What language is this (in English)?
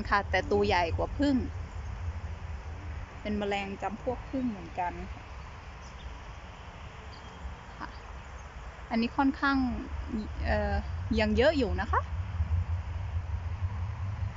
Thai